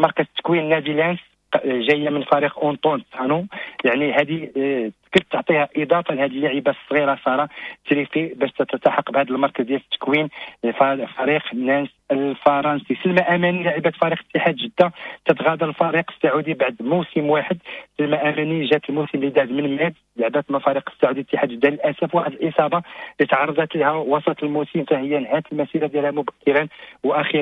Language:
Moroccan Arabic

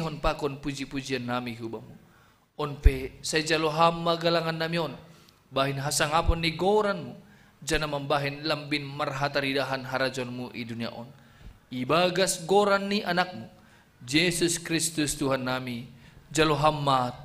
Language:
Batak Simalungun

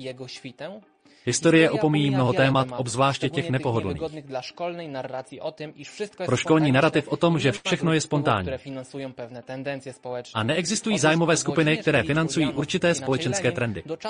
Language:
Czech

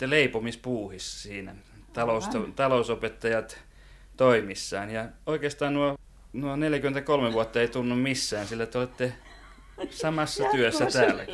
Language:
Finnish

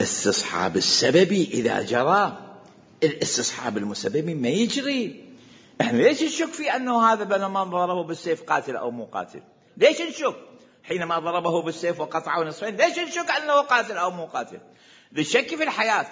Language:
Mesopotamian Arabic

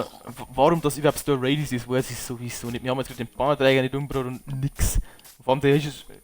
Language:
Bavarian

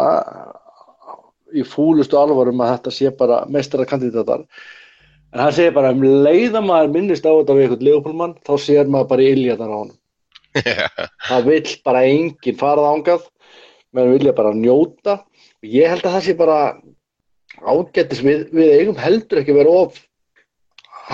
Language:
Icelandic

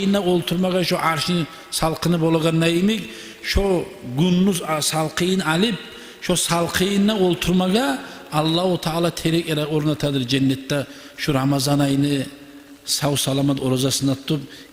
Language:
Kumyk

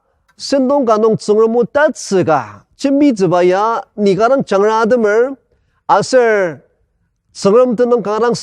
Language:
Ao Naga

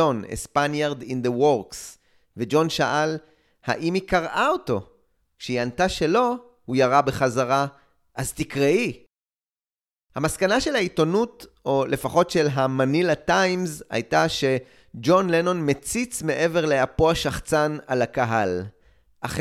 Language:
Hebrew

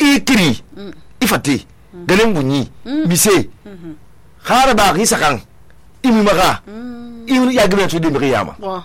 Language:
Susu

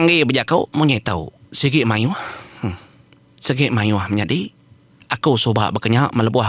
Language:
Iban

